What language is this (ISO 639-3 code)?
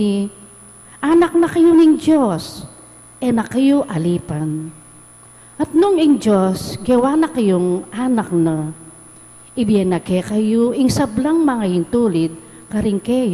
pam